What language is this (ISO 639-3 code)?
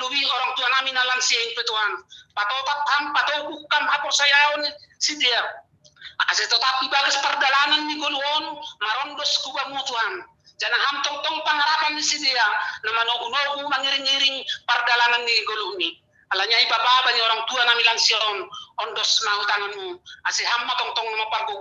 bts